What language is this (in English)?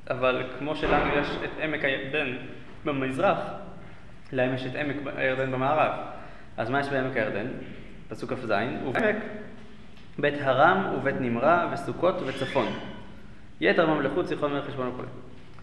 Hebrew